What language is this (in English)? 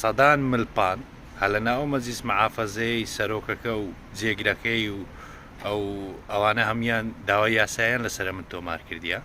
Central Kurdish